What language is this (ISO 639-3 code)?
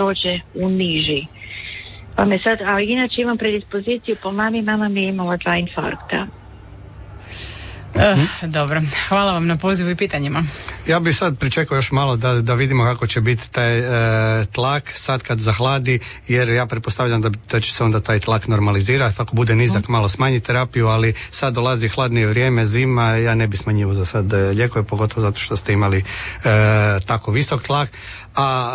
hrv